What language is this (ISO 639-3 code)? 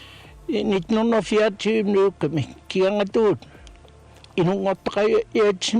kal